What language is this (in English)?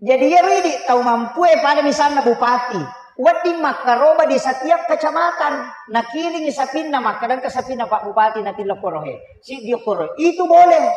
Buginese